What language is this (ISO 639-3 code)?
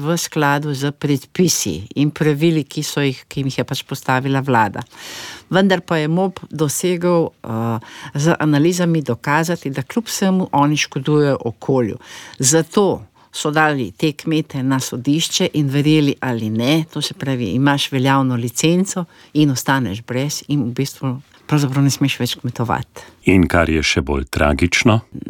slv